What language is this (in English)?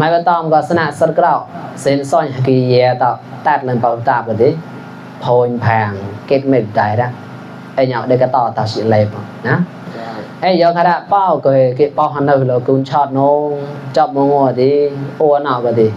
Mon